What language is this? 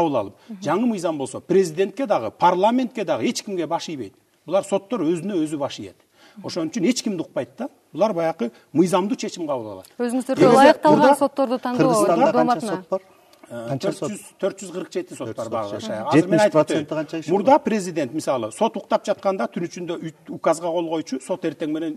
Kyrgyz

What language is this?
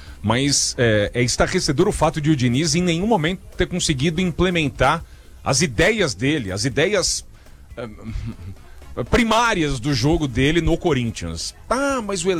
Portuguese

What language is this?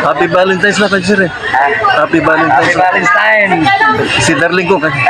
Pangasinan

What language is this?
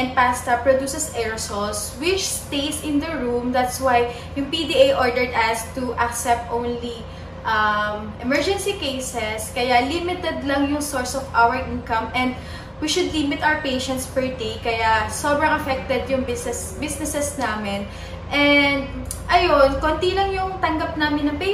Filipino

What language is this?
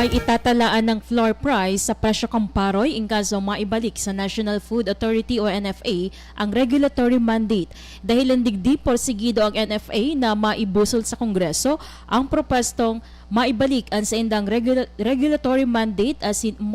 Bikol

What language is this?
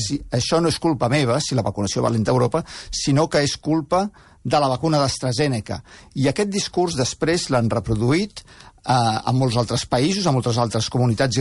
Catalan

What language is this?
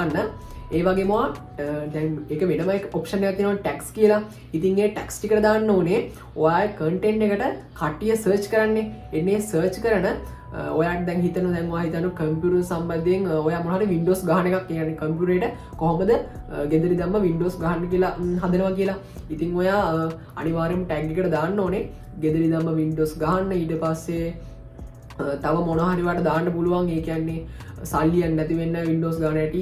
Sinhala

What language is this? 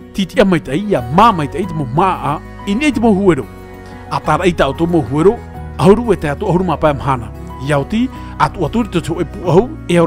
Tahitian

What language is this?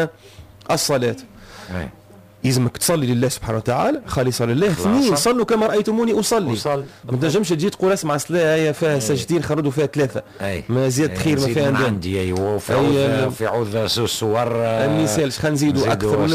Tunisian Arabic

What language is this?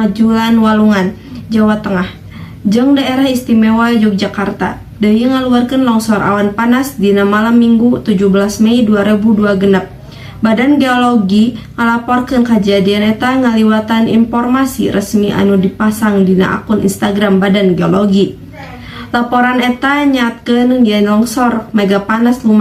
Sundanese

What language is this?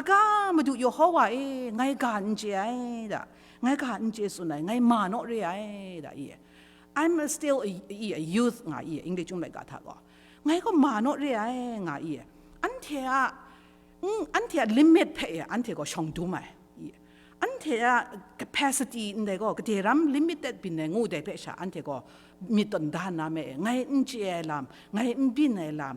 Kachin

